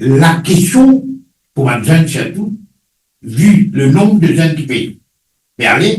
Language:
Morisyen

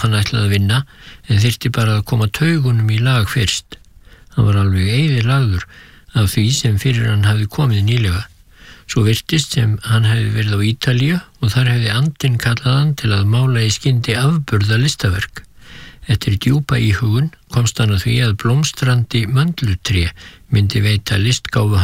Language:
Icelandic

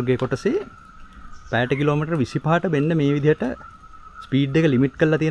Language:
Sinhala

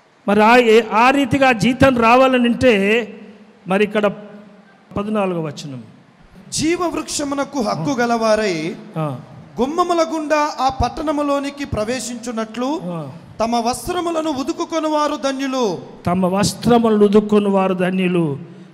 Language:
Telugu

